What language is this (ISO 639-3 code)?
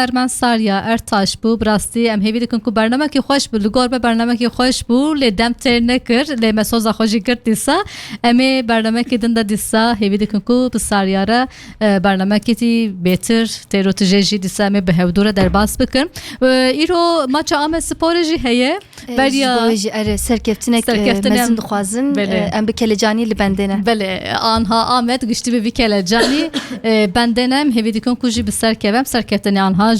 kur